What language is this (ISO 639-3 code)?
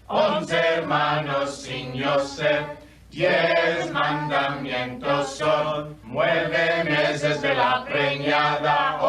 lad